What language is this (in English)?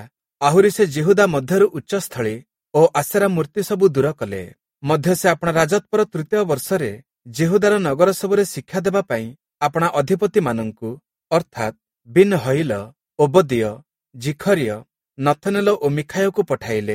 Odia